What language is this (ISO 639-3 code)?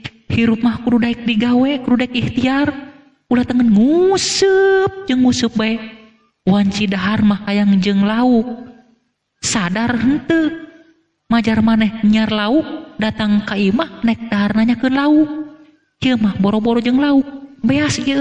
sun